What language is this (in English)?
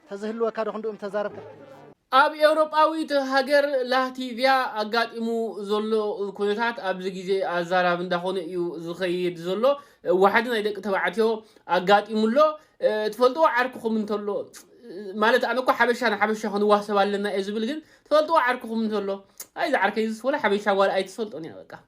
Tigrinya